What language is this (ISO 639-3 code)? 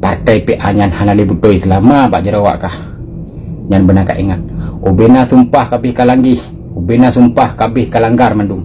ace